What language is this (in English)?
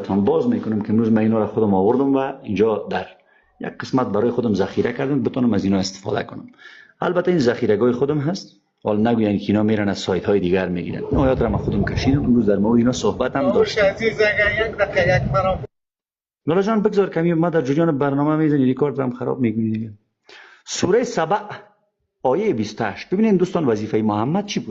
Persian